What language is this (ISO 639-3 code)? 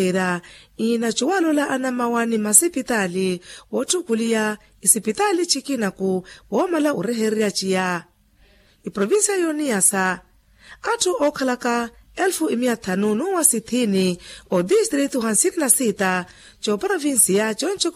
vmw